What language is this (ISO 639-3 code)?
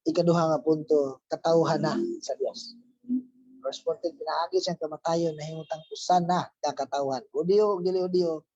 ceb